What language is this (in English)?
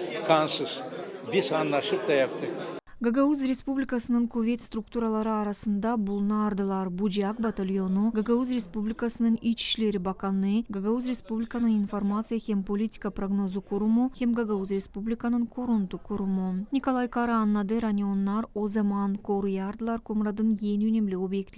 Gagauz